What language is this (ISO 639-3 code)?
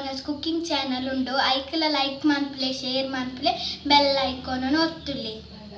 tcy